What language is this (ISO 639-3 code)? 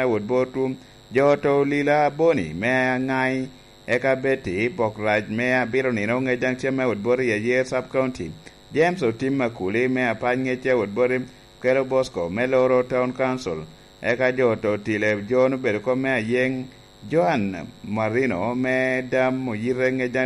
laj